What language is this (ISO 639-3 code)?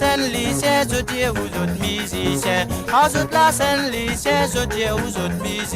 mfe